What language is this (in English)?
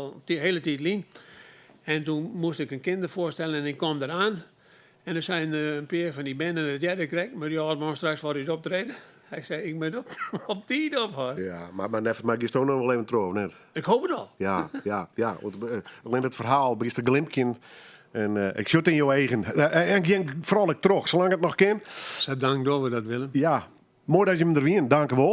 Western Frisian